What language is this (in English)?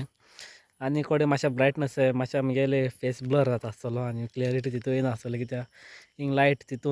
Konkani